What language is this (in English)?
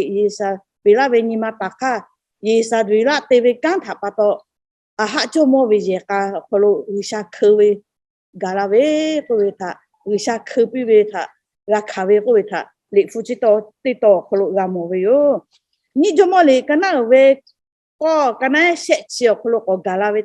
Lahu